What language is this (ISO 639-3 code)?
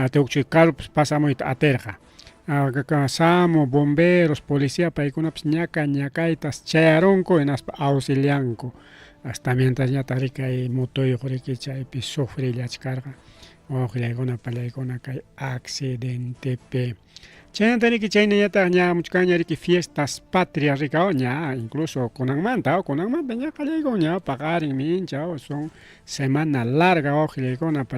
quy